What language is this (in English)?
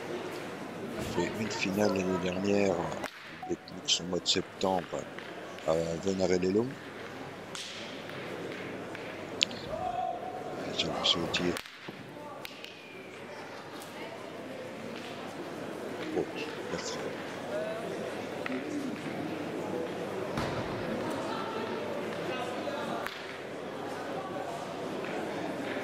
French